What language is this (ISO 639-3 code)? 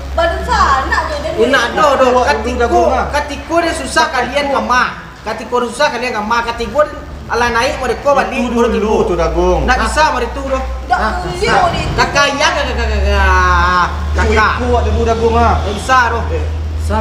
min